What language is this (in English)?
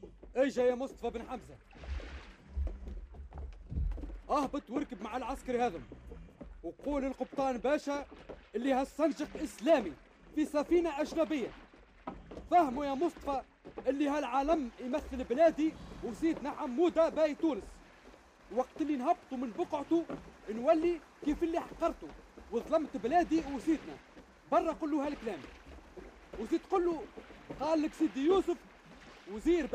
Tunisian Arabic